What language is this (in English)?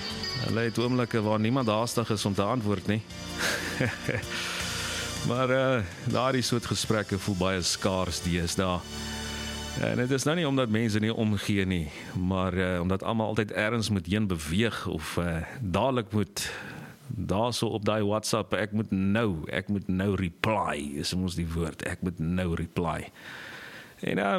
Afrikaans